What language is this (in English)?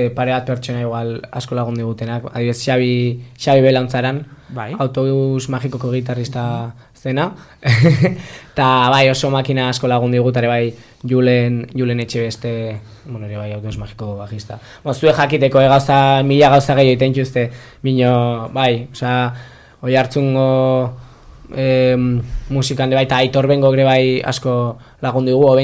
Basque